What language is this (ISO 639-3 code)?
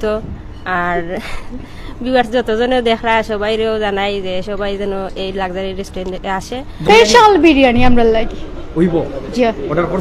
syl